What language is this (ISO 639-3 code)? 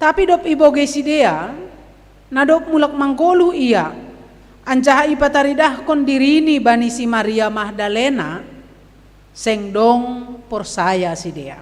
bts